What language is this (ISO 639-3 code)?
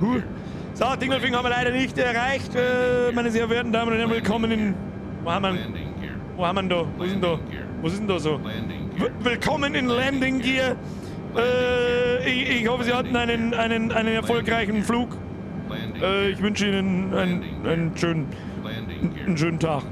bar